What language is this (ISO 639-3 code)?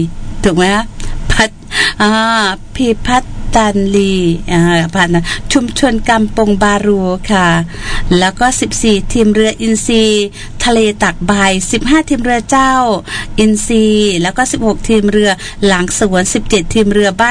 tha